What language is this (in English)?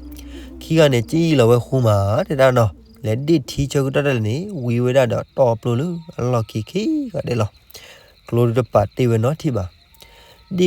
S'gaw Karen